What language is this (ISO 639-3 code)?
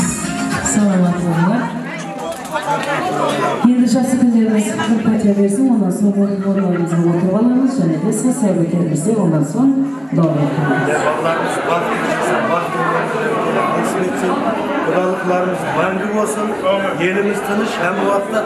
kaa